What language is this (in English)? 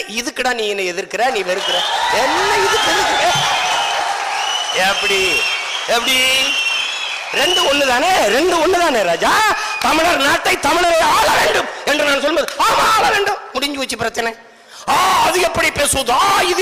Tamil